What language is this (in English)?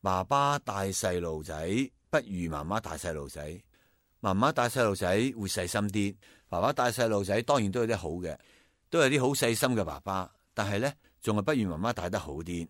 Cantonese